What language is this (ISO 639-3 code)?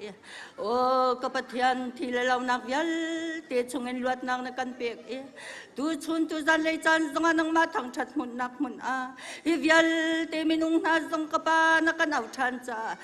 cnh